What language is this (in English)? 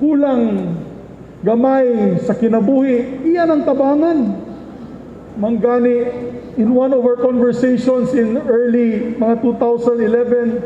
Cebuano